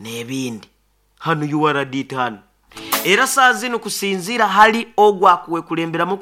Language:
Nyoro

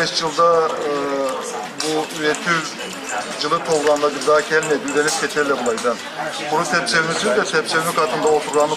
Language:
Karachay-Balkar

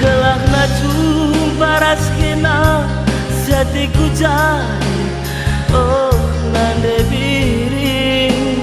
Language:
Batak Karo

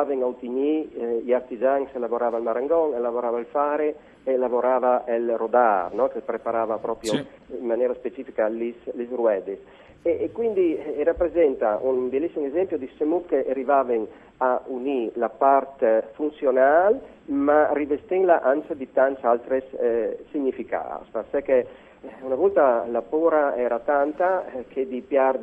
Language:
Friulian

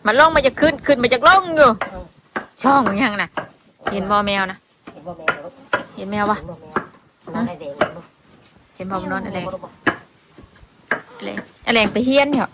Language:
Northeastern Thai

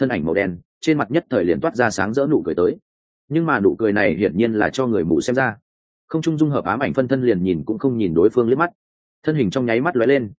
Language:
Vietnamese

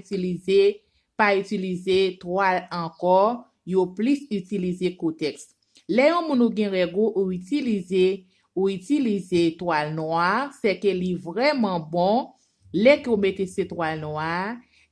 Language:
Haitian Creole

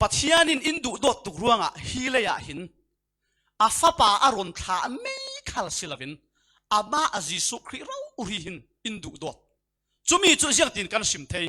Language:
Falam Chin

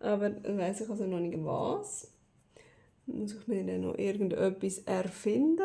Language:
Swiss German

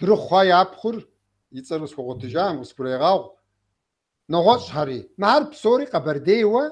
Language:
Kabardian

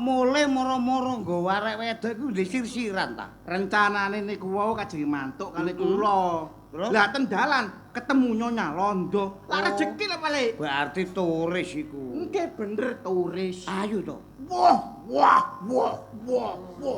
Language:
Javanese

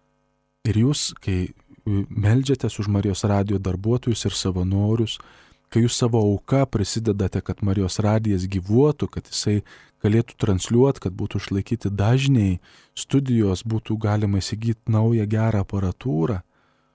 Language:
Lithuanian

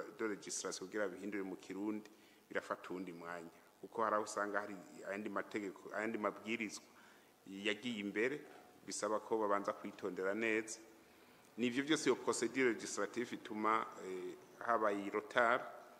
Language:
Rundi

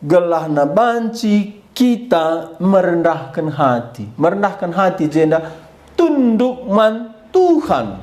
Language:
Batak Karo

